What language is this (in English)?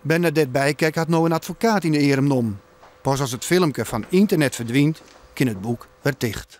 Western Frisian